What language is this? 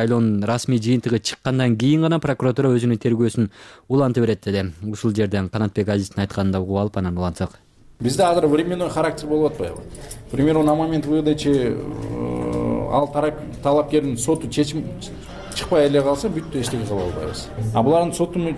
Kyrgyz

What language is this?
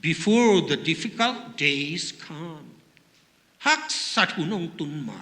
Tedim Chin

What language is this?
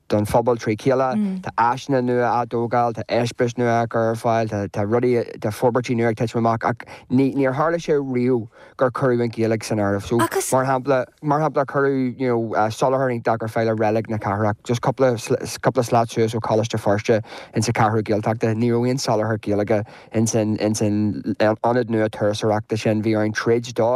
Irish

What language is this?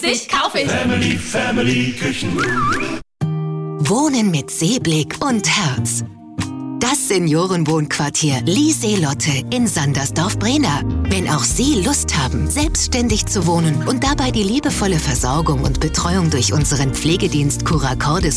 German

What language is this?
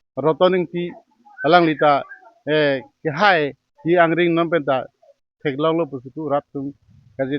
Karbi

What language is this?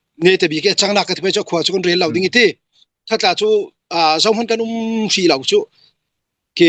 Hakha Chin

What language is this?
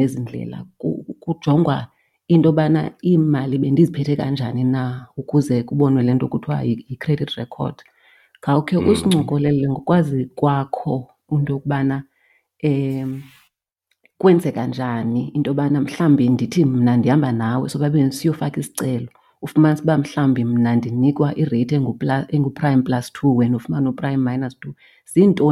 Xhosa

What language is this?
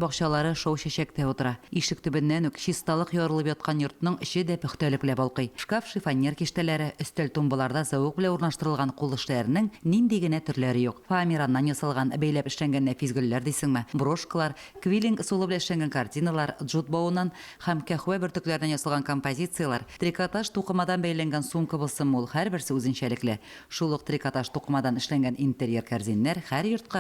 Tatar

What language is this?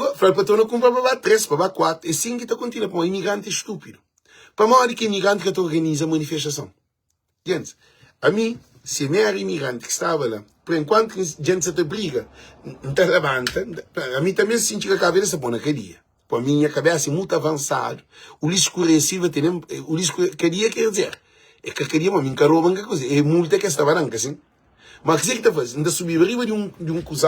Kabuverdianu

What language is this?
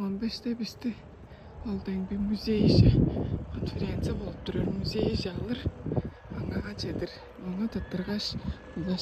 Tuvinian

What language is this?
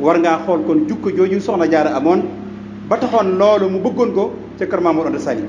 Wolof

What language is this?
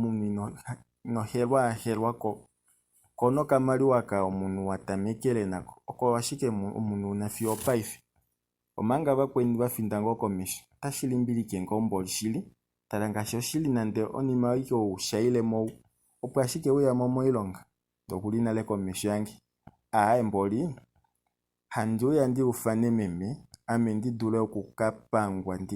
Kuanyama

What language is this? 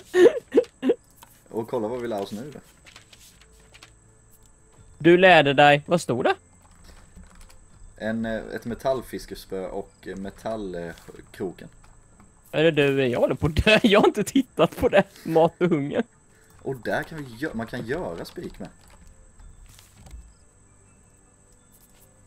Swedish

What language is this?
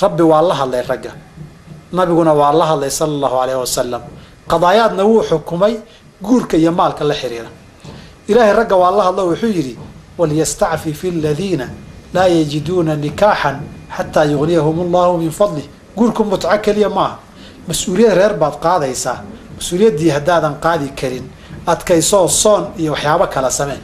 Somali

